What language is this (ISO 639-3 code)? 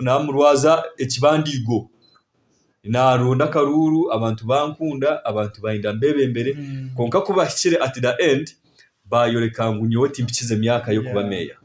nyn